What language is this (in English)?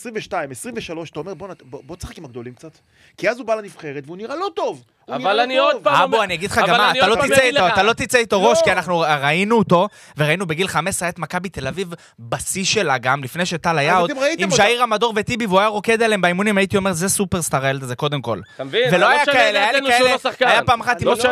Hebrew